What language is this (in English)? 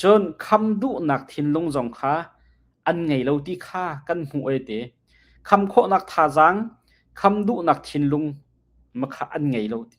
Hakha Chin